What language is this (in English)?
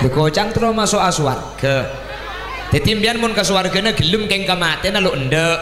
Madurese